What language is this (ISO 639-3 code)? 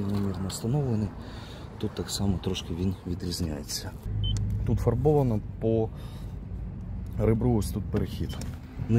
ukr